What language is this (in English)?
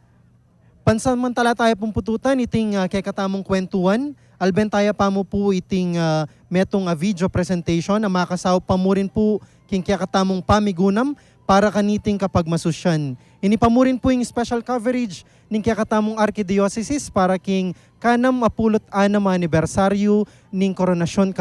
Pampanga